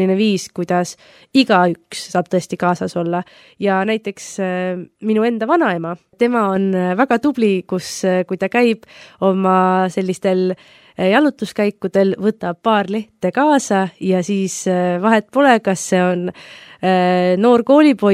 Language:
Estonian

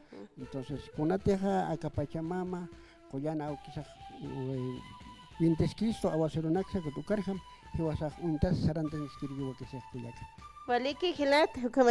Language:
Aymara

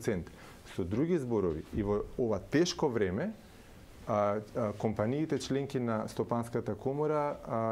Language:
Macedonian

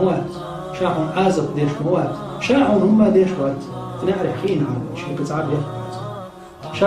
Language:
Chechen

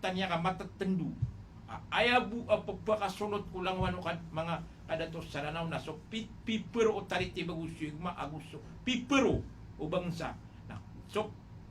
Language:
Maranao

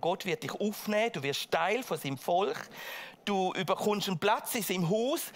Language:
Swiss German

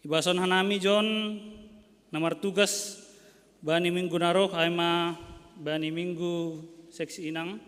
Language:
Batak Simalungun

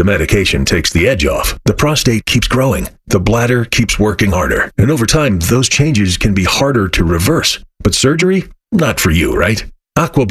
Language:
English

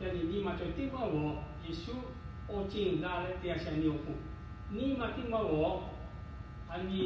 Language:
Lahu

